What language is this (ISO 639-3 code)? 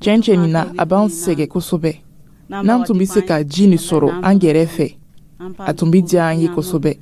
dyu